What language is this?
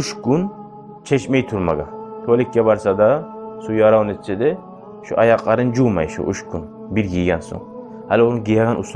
Kumyk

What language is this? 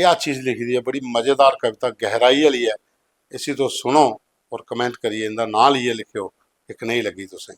Dogri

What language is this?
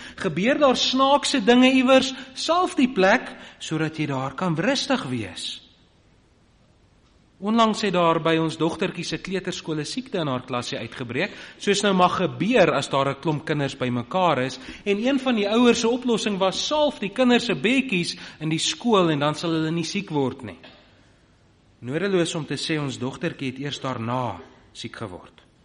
Afrikaans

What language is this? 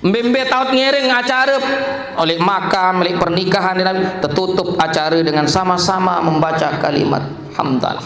Sasak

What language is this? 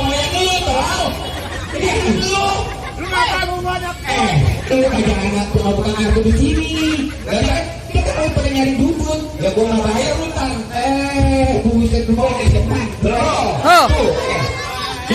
Betawi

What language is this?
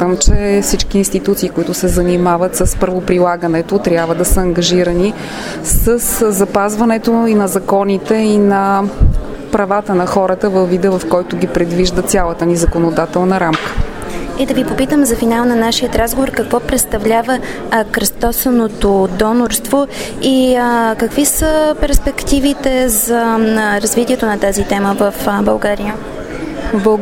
Bulgarian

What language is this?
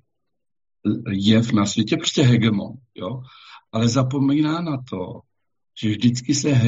Czech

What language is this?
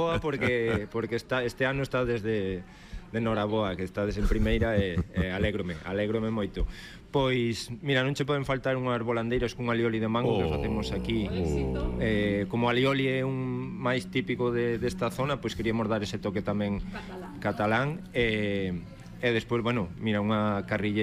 Galician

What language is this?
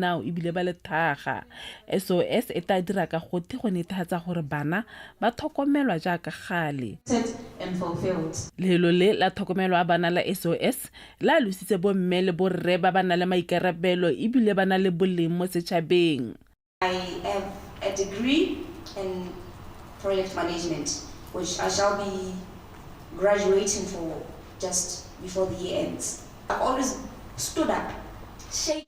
Tswana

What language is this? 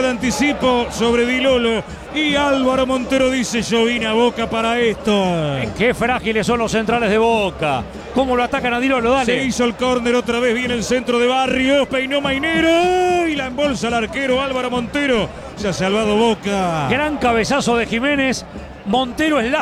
Spanish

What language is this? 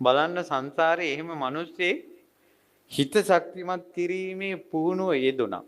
Sinhala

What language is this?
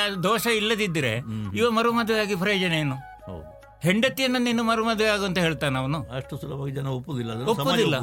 Kannada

